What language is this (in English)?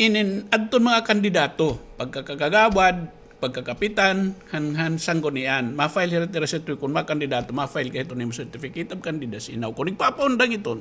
Waray